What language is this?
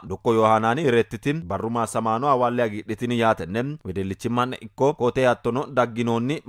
Sidamo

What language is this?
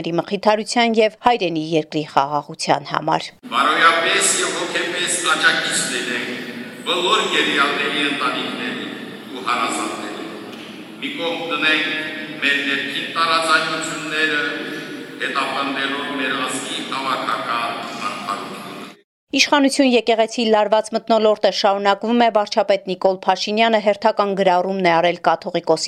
Armenian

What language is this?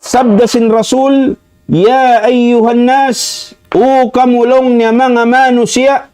Tausug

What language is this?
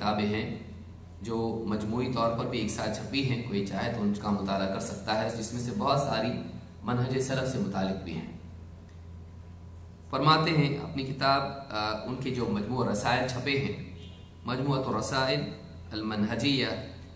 Urdu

